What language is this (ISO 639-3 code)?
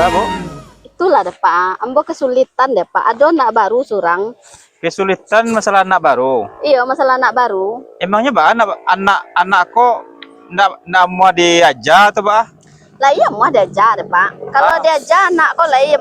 min